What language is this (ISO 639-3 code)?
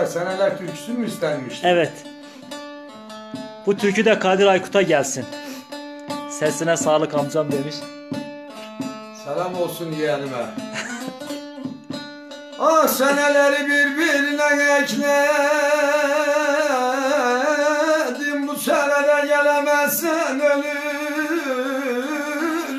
tur